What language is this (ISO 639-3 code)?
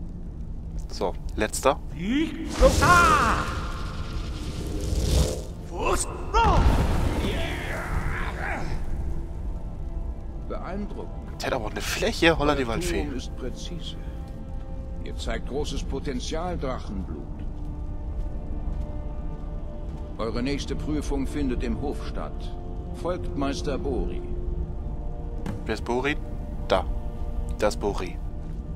deu